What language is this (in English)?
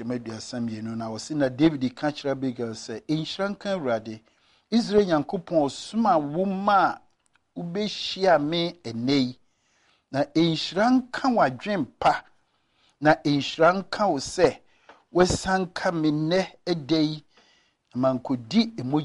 Akan